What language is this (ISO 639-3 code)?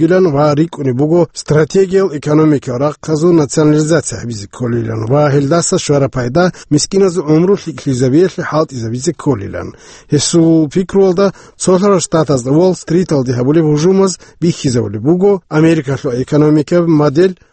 ava